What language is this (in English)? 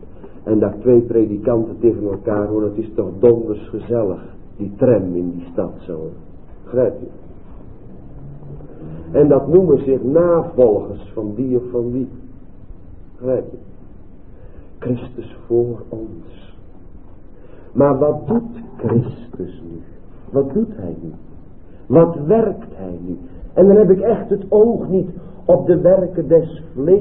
Dutch